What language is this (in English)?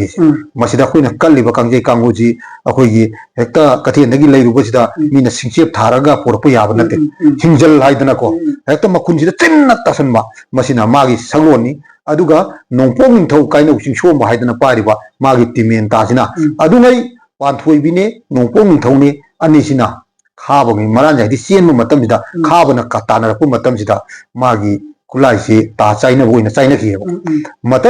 Manipuri